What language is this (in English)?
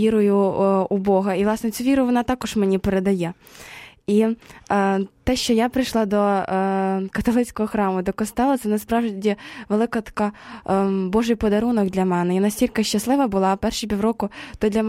Ukrainian